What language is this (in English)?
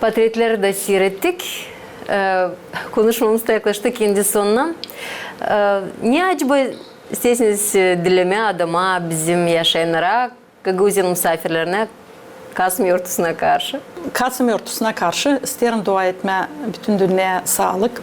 Gagauz